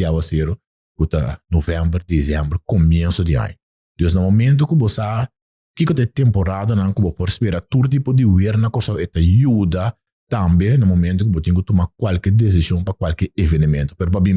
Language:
Papiamento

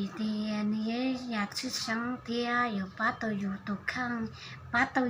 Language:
Hmong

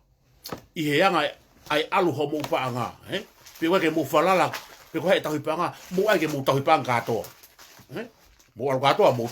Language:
Tongan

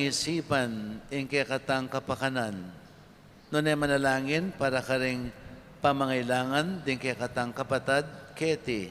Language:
Pampanga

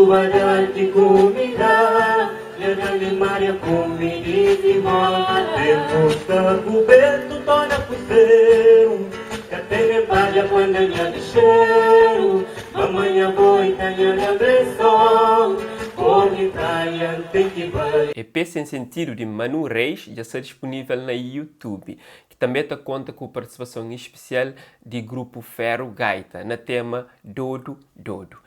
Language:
Kabuverdianu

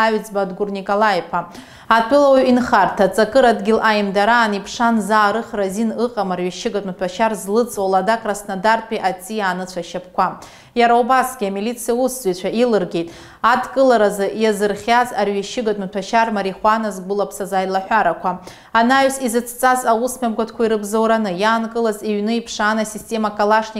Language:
Abkhazian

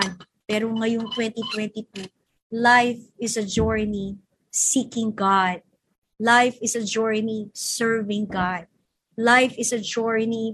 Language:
Filipino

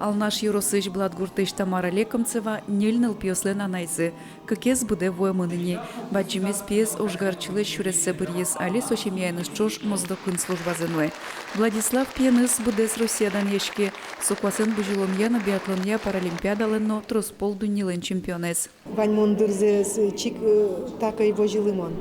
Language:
Udmurt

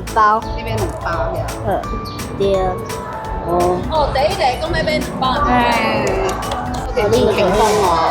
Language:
Min Nan Chinese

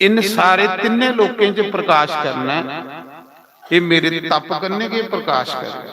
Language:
Dogri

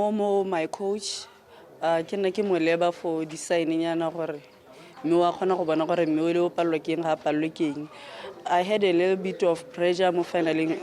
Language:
Tswana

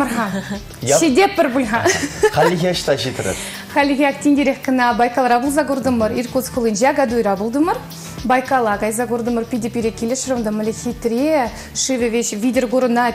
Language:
Chuvash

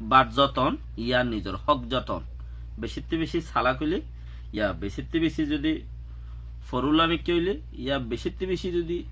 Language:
Rohingya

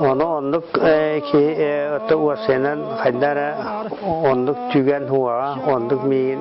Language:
Yakut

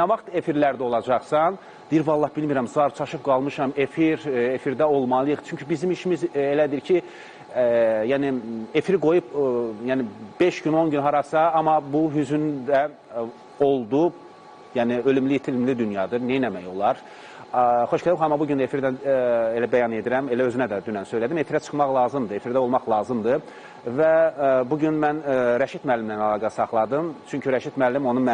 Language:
Azerbaijani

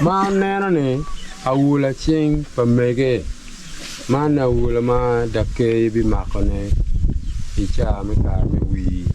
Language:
Acoli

